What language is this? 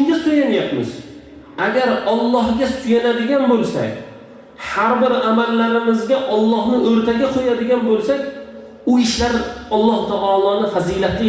Uzbek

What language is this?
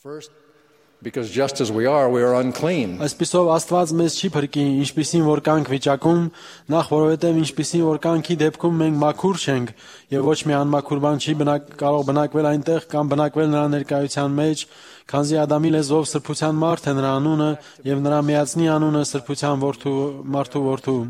Armenian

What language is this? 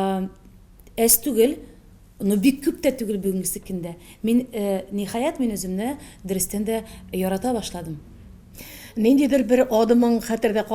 Tatar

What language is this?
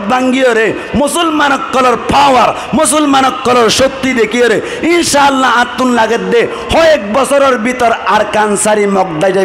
Rohingya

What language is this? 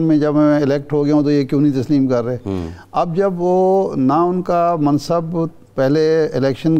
Urdu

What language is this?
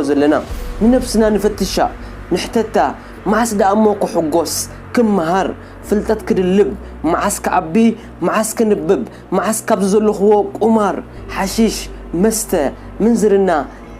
Tigrinya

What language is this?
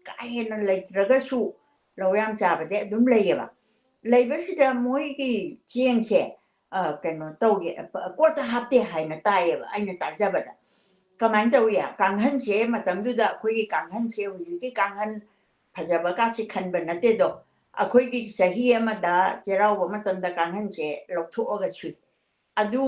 Manipuri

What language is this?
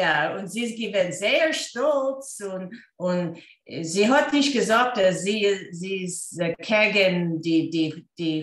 Yiddish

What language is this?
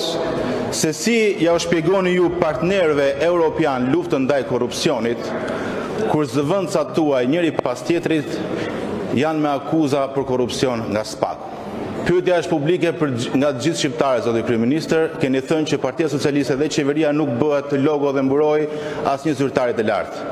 Albanian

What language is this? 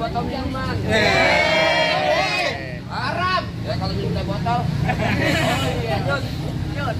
Betawi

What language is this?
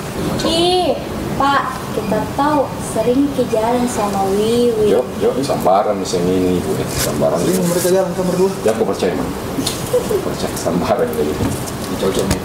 Makassar Malay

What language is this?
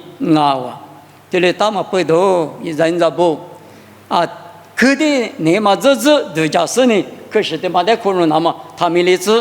Lisu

